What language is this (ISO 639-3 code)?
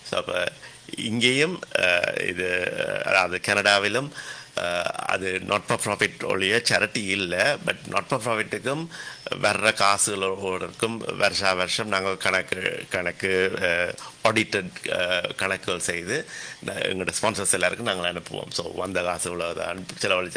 tam